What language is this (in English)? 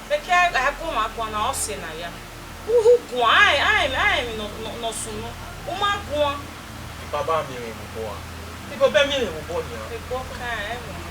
Bini